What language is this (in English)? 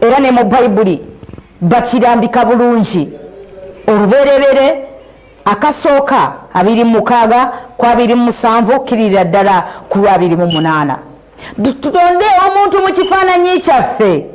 Ganda